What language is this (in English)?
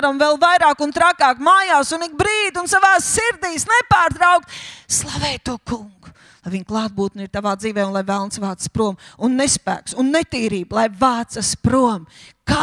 Latvian